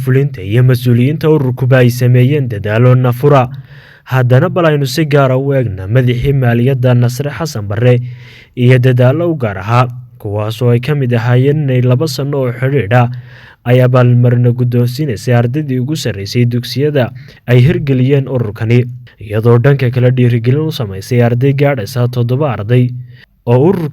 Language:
Somali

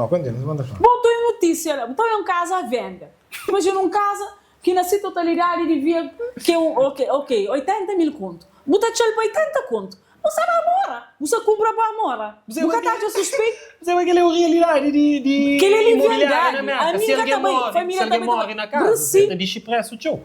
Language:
Kabuverdianu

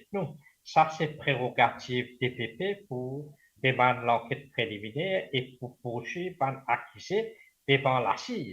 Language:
Morisyen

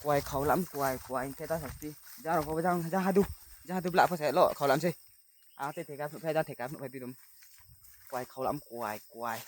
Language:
Riang (India)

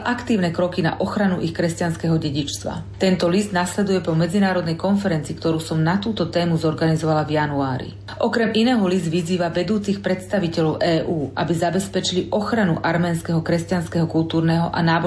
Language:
Slovak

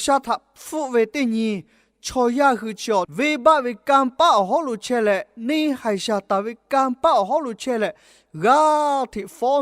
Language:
Lahu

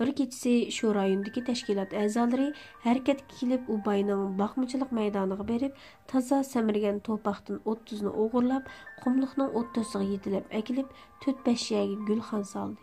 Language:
Uyghur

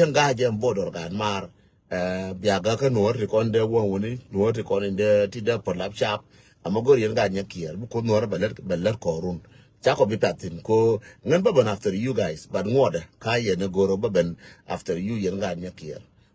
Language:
Nuer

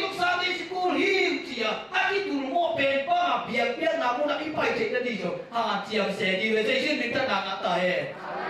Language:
Tedim Chin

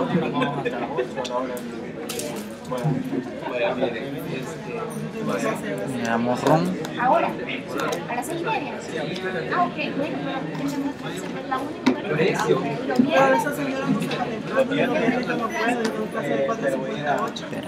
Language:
Spanish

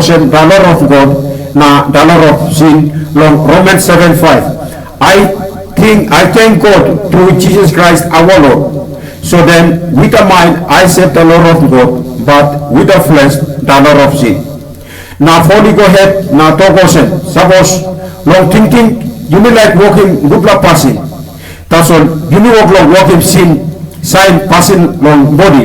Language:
Tok Pisin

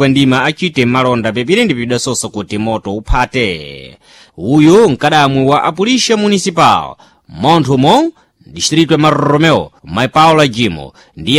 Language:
Sena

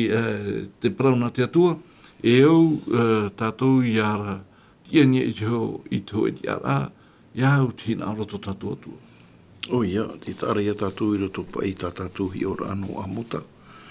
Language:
Tahitian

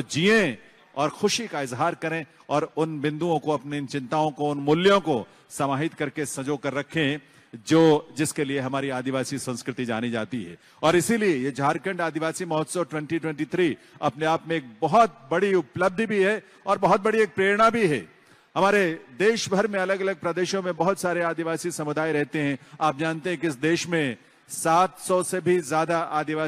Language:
Hindi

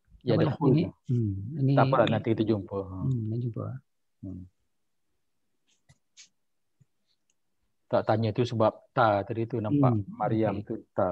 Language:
Malay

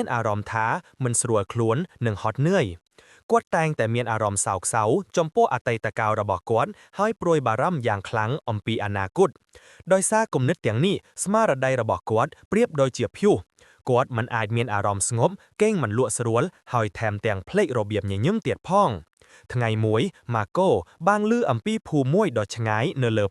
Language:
Khmer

